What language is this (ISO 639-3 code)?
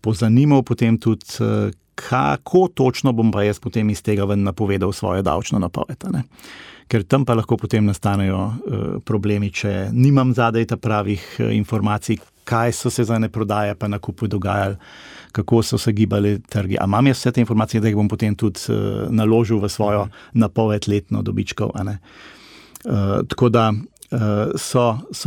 slv